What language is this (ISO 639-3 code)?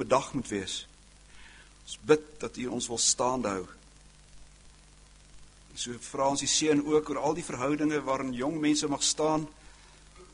afr